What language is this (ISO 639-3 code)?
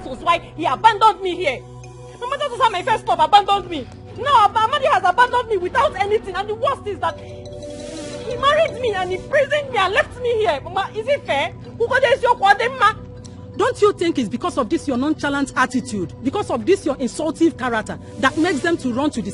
pcm